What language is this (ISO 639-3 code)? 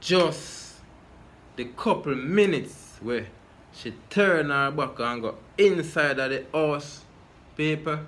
jam